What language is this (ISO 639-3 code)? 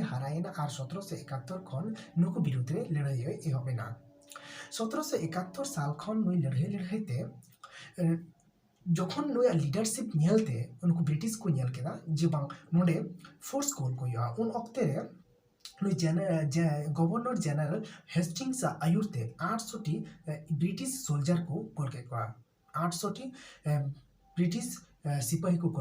sat